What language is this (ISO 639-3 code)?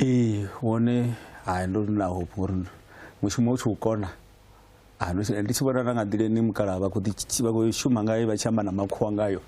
ven